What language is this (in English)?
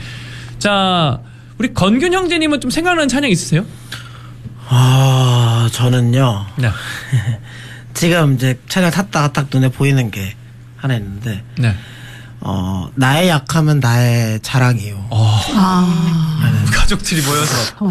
Korean